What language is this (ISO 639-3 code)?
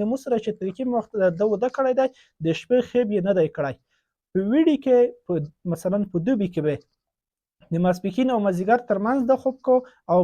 pus